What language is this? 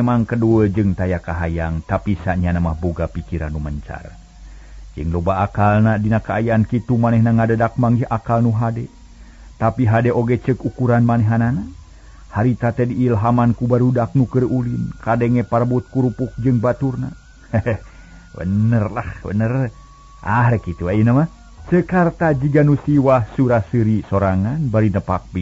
Sundanese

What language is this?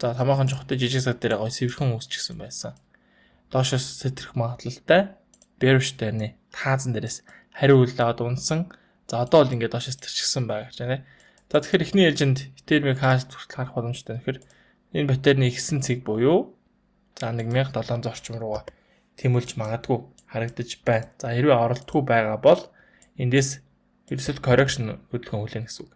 Mongolian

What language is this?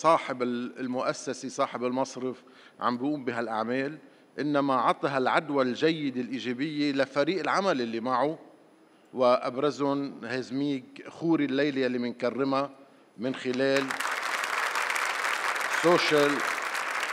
North Levantine Arabic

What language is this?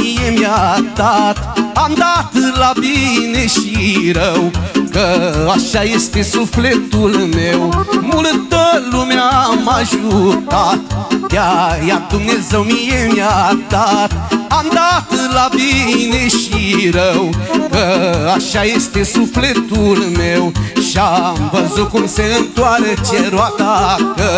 Romanian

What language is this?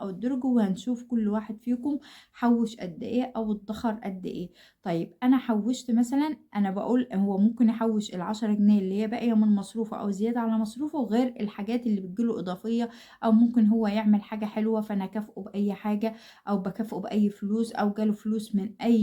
Egyptian Arabic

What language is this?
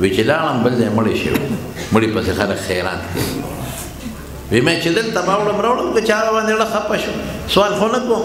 Pashto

